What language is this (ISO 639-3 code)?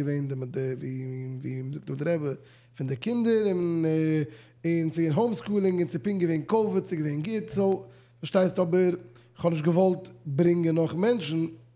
yid